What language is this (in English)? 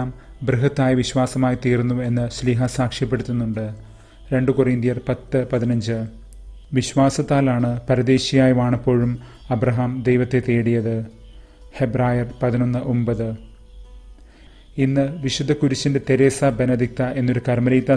Malayalam